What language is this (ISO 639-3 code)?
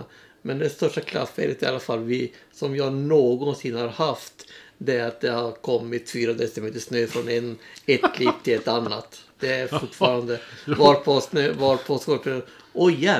swe